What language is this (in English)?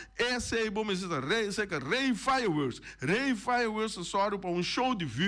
Papiamento